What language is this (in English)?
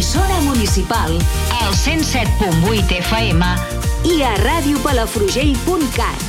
Catalan